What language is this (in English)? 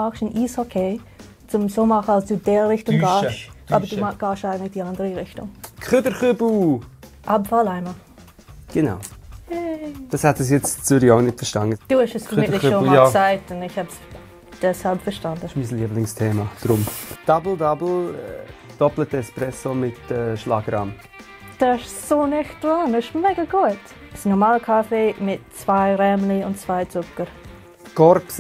Swiss German